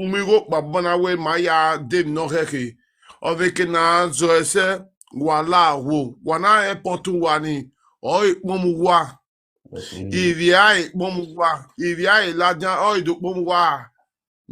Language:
Nigerian Pidgin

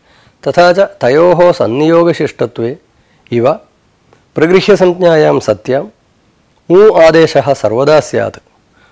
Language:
Sanskrit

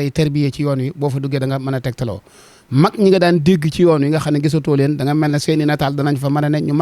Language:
Wolof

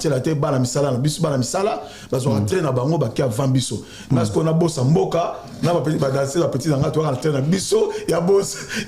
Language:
Lingala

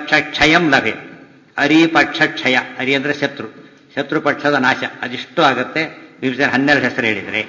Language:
Kannada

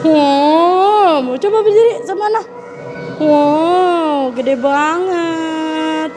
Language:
Betawi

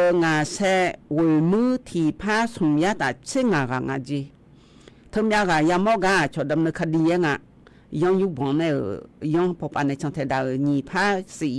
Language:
Akha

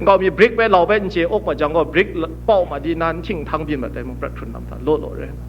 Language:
Kachin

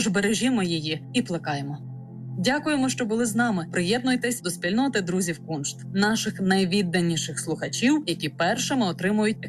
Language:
Ukrainian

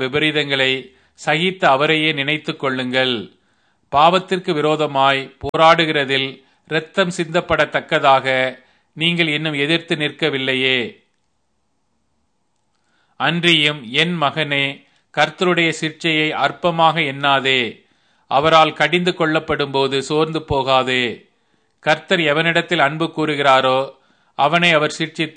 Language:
Tamil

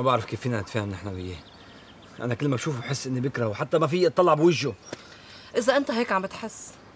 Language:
North Levantine Arabic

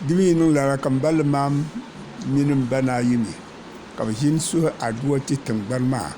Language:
Dagbani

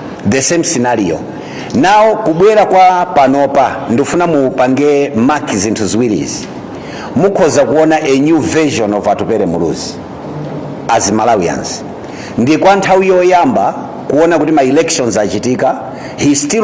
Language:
Nyanja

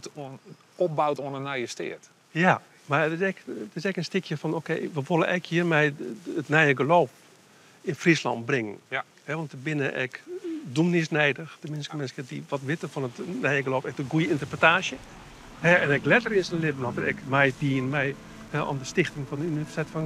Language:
Western Frisian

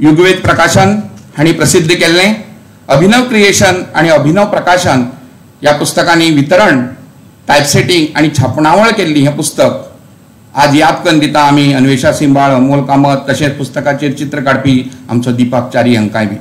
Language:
Konkani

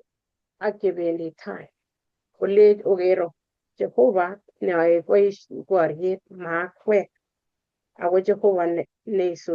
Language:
Kalenjin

